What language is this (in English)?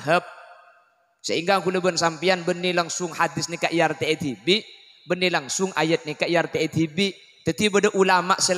Madurese